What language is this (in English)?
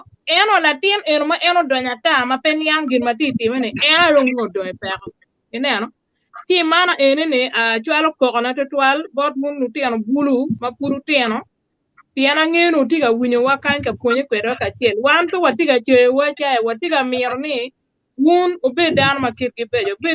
Acoli